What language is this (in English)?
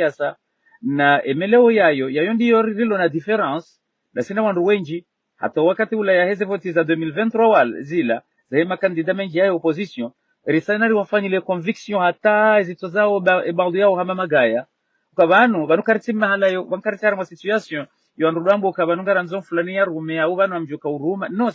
Ngazidja Comorian